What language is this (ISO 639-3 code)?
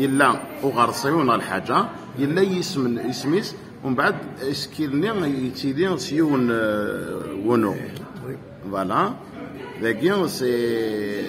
kab